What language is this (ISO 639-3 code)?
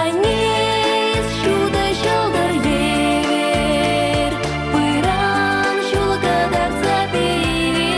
chv